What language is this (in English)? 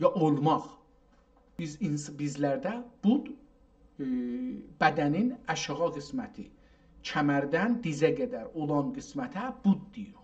South Azerbaijani